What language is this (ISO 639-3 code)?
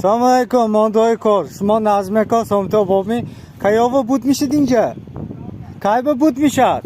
tgk